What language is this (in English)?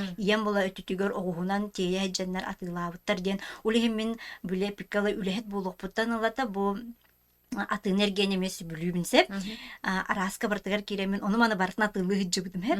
Yakut